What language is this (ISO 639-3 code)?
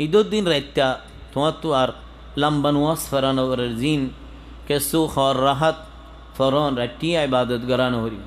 rhg